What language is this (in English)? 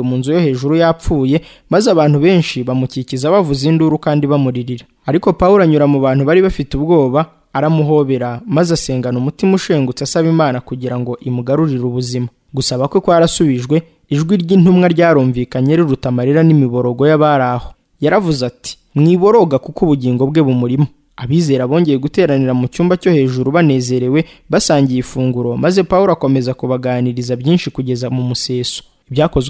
Kinyarwanda